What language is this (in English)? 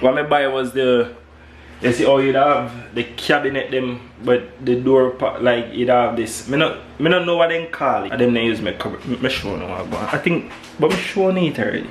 Jamaican Creole English